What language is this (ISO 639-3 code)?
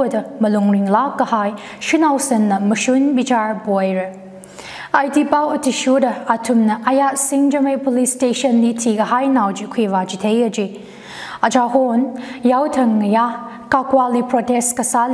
nmf